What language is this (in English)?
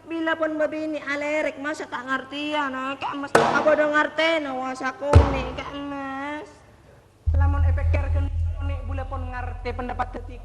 Madurese